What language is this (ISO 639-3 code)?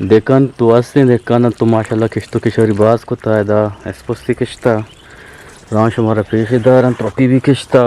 bgp